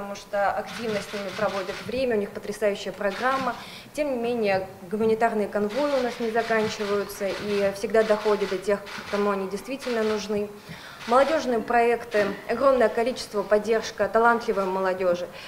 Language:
Russian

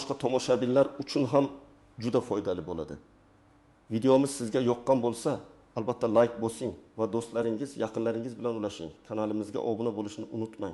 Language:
Uzbek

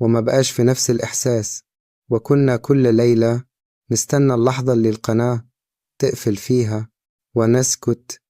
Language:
Egyptian Arabic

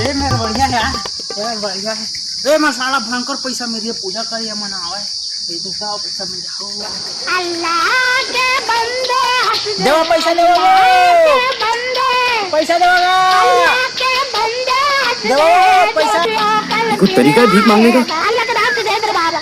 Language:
Chhattisgarhi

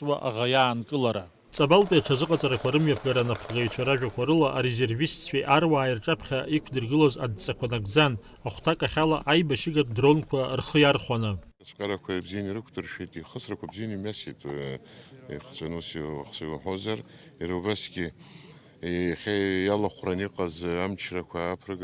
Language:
Abkhazian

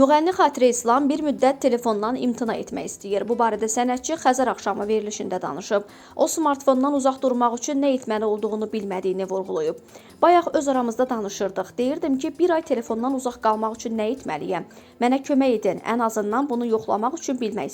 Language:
Azerbaijani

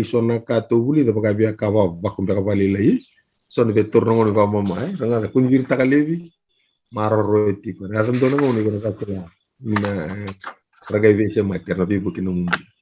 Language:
Fijian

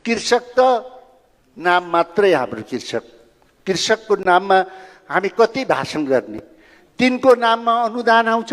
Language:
Nepali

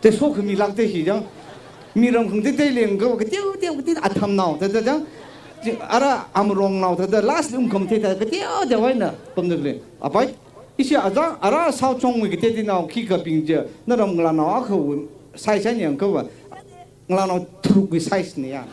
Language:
Tangkhul Naga (India)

